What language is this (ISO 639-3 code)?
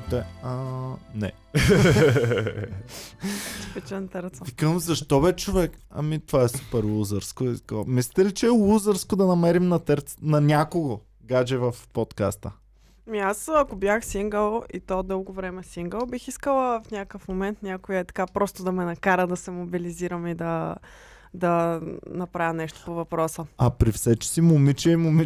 bul